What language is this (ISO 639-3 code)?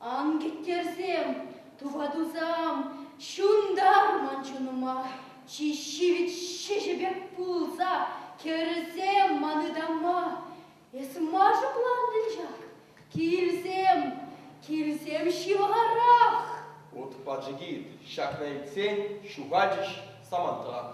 chv